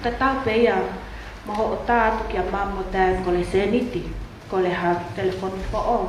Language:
Tongan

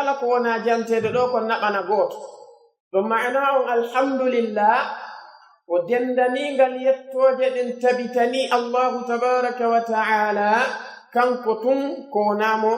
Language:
Pular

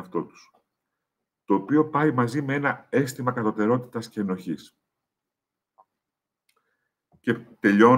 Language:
Greek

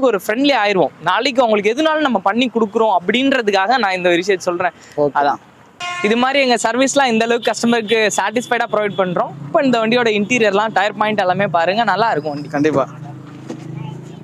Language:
Tamil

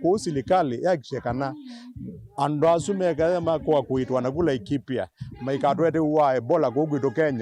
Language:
Kamba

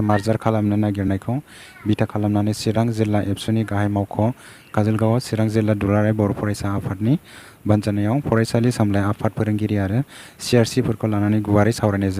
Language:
Bodo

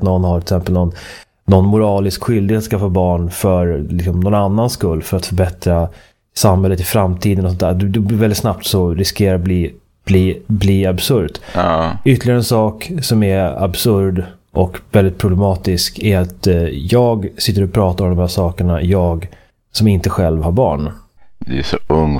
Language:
Swedish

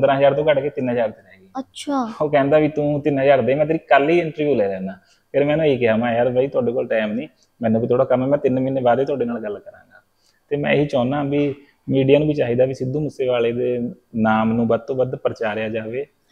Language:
Punjabi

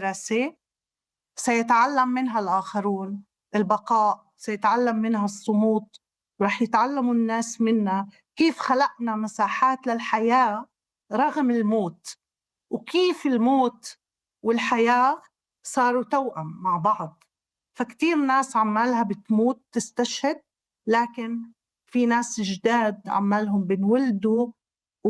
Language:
North Levantine Arabic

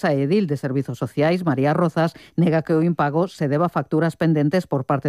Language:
Galician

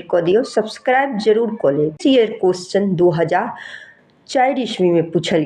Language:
Maithili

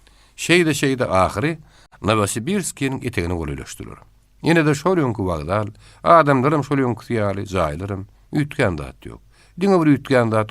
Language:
Turkmen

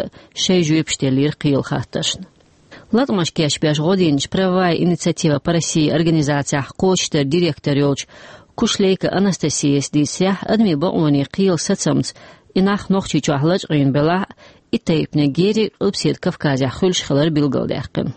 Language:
Chechen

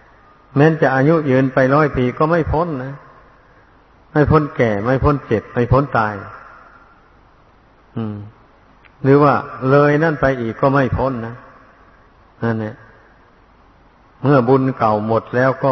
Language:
Thai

